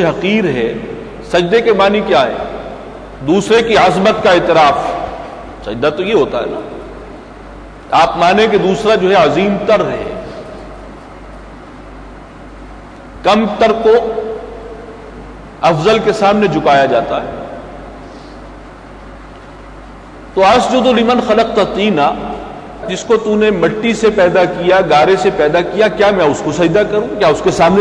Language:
Urdu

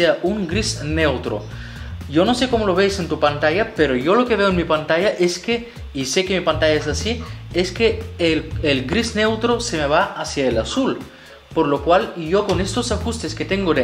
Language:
Spanish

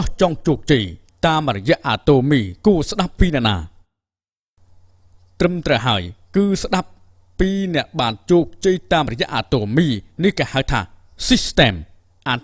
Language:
Khmer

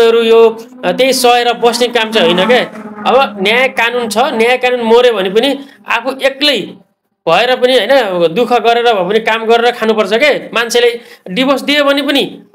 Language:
Nepali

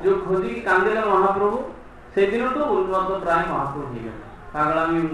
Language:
Odia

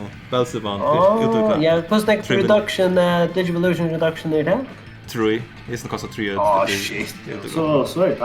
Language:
Faroese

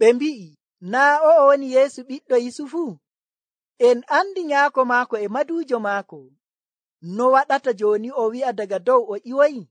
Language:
Nigerian Fulfulde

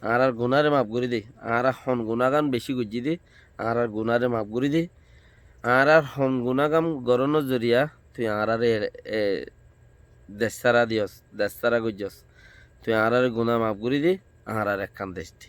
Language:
Rohingya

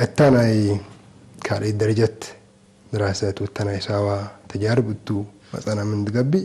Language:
Tigre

